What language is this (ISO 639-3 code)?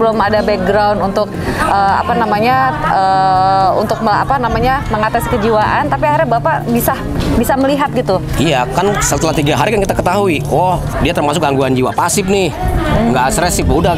ind